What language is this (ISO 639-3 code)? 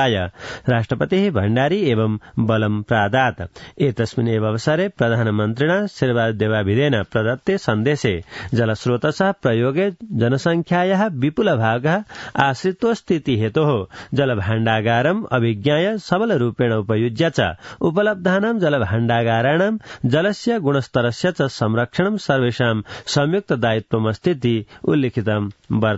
san